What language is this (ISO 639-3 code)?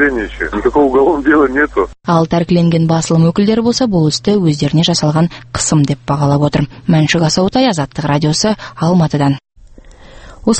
kaz